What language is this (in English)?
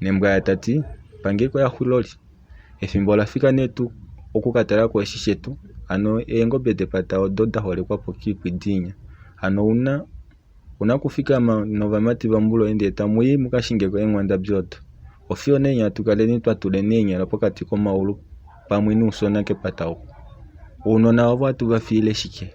Kuanyama